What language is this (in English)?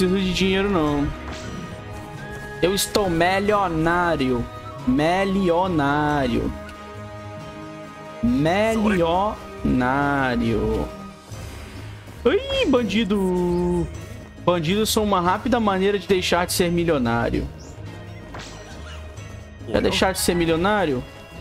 Portuguese